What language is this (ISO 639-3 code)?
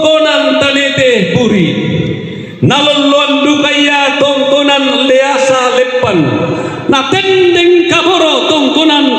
sda